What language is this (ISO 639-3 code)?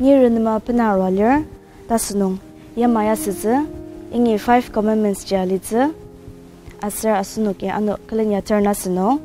njo